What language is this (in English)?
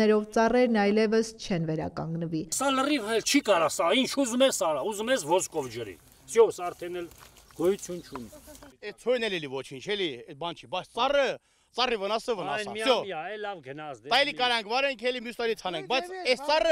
Armenian